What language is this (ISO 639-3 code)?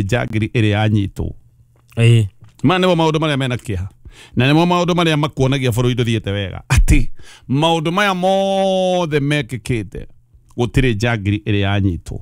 kik